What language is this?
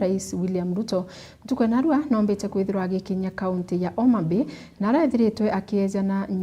Meru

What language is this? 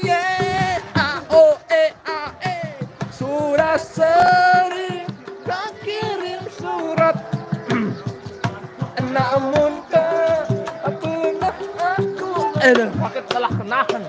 Sasak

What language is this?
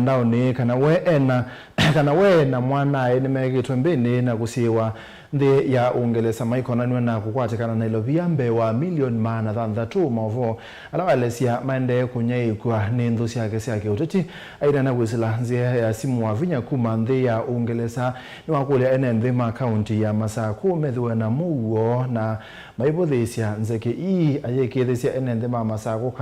Kamba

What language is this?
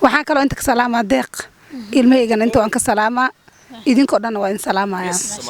Somali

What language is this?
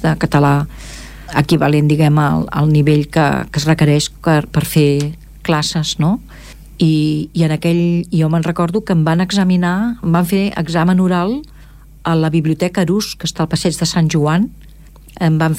Catalan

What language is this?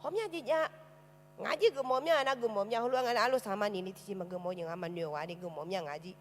Akha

